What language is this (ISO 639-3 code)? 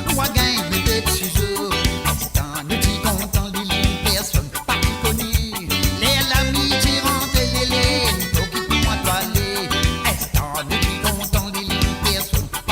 mfe